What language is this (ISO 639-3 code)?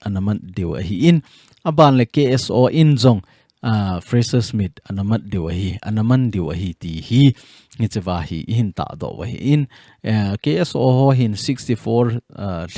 tcz